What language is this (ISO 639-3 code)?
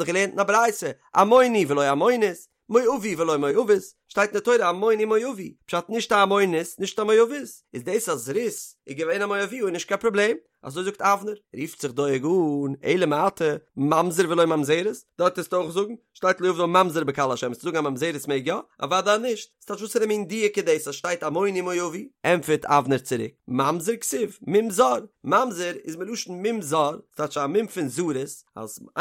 yid